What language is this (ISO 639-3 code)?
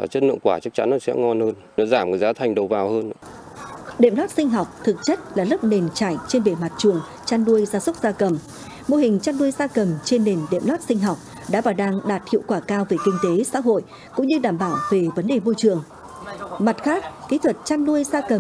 vie